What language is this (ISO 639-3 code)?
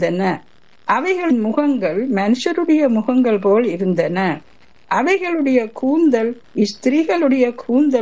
tam